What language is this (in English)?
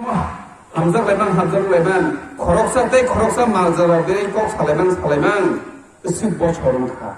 Kok Borok